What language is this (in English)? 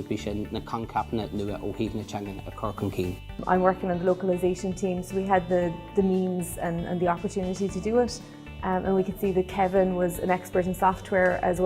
Irish